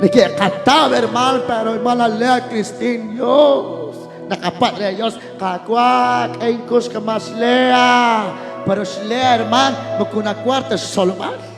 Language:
Kekchí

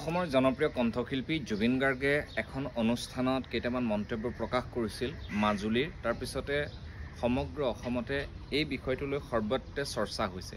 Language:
Assamese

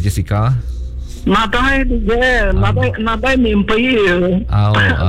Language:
Iban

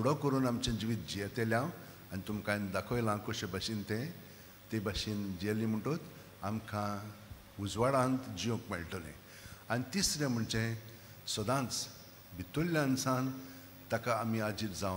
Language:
Konkani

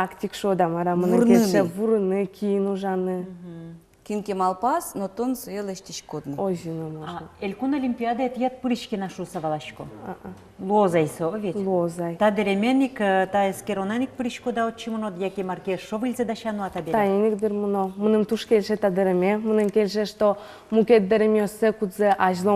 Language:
Udmurt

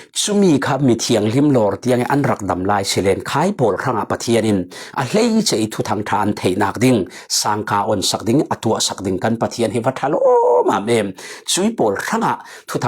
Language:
Falam Chin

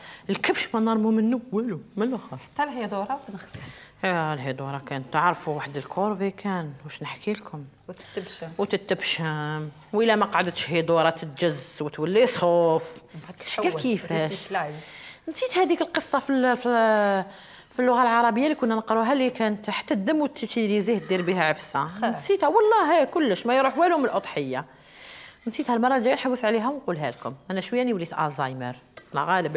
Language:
Algerian Arabic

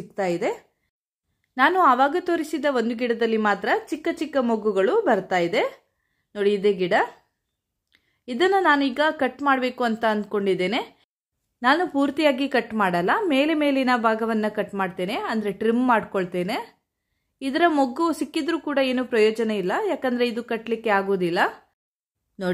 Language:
Kannada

